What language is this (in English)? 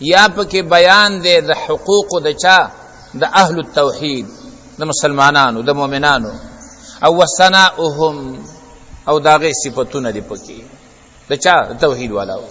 Pashto